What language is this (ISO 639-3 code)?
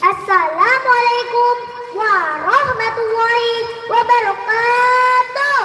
bjn